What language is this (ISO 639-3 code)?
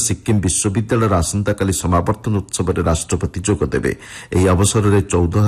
ori